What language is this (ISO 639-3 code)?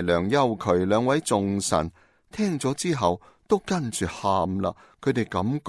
yue